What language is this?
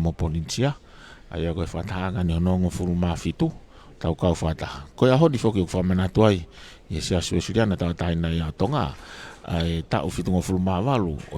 Tongan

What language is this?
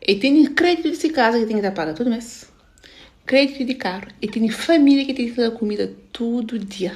Kabuverdianu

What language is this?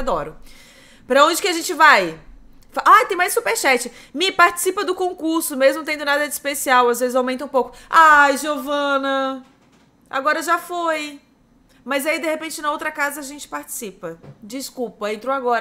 Portuguese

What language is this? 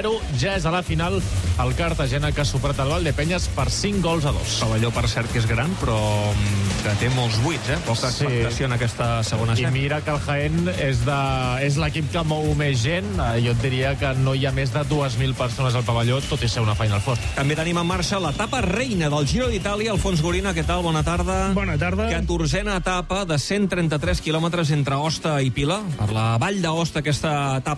Catalan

